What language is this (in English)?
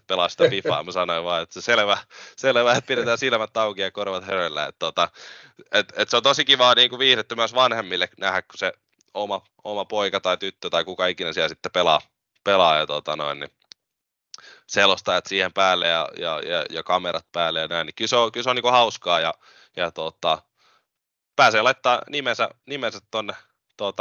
Finnish